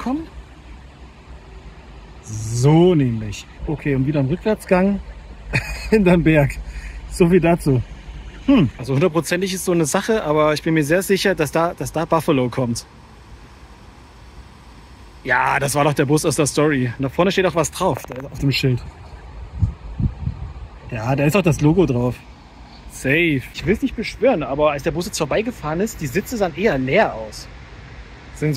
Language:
German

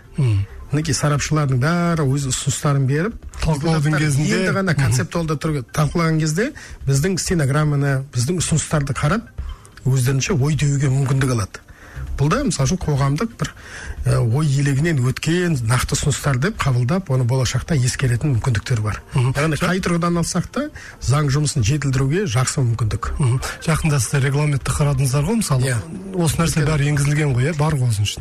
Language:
Kazakh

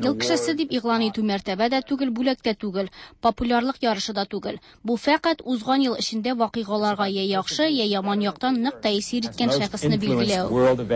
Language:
Tatar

